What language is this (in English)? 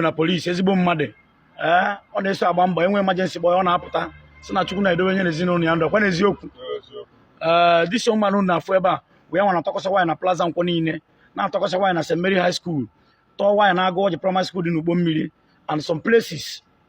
Igbo